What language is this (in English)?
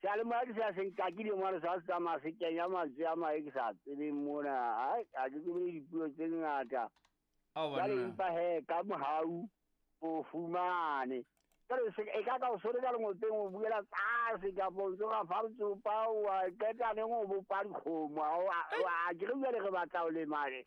Southern Sotho